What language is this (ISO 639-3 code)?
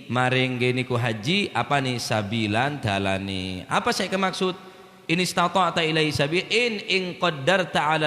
mad